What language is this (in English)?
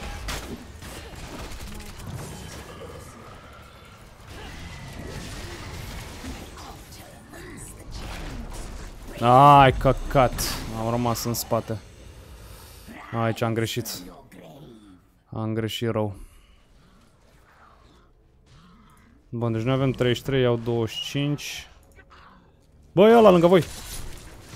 Romanian